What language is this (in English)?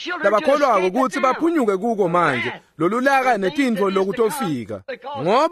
Swati